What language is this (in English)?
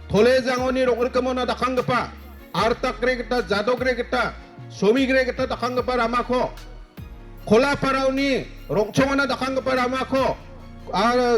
Garo